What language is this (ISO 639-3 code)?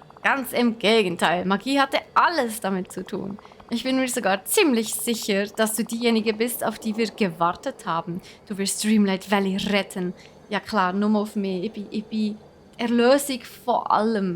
gsw